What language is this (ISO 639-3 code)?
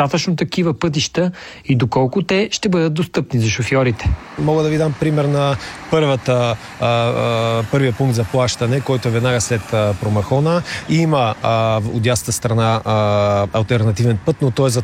bul